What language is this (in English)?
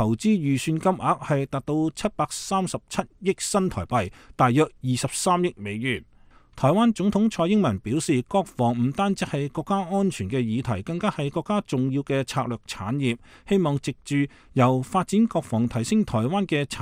Cantonese